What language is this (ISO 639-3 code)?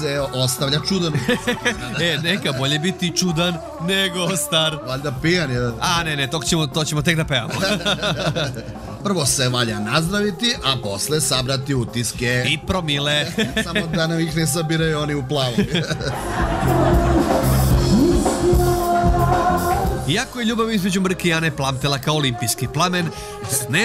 srp